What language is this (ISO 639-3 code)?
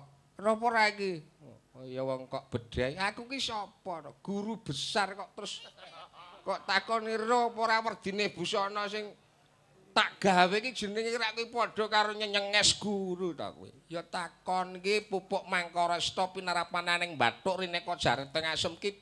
jav